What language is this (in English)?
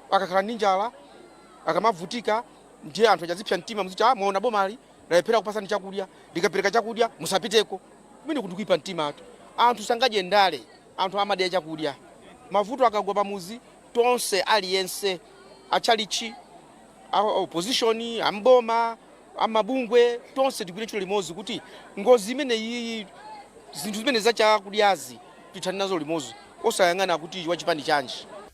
Nyanja